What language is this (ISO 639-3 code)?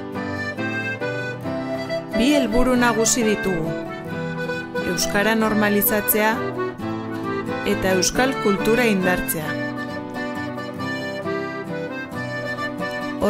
eus